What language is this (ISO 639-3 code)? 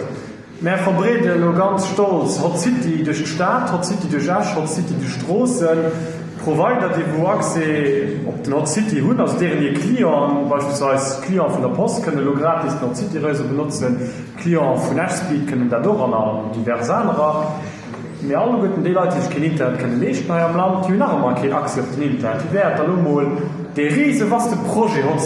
ltz